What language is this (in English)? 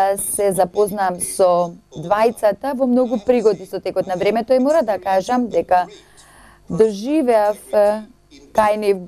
Macedonian